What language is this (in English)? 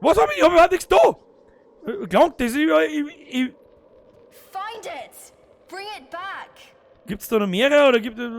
Bavarian